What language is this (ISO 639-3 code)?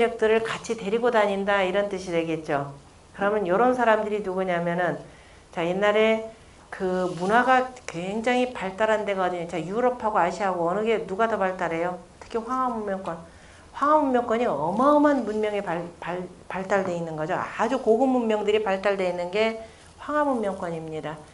kor